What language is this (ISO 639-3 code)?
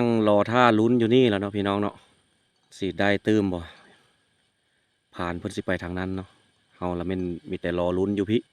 lao